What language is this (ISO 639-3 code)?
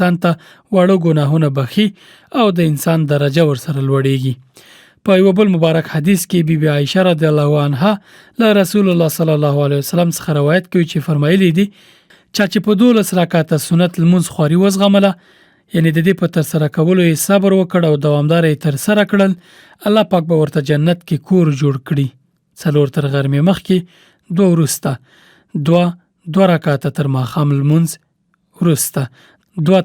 pus